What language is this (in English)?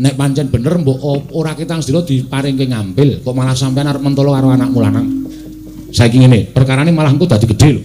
Javanese